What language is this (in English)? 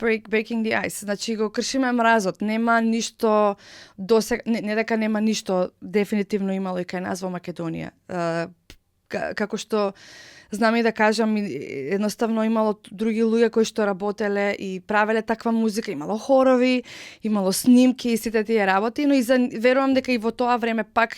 Macedonian